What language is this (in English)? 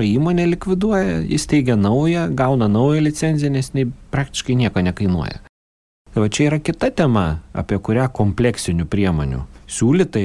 Lithuanian